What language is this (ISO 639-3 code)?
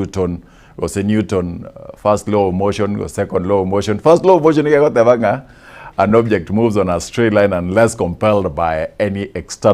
guz